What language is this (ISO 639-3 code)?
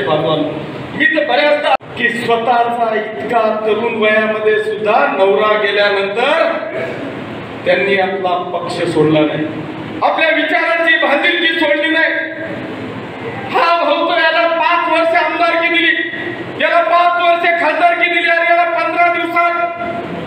mar